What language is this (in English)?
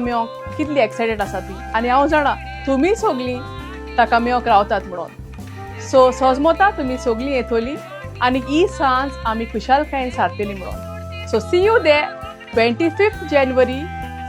Konkani